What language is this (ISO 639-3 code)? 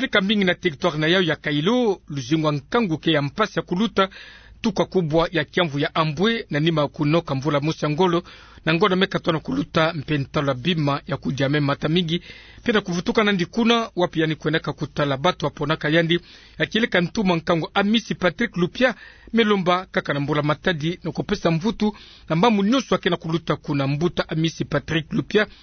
ktu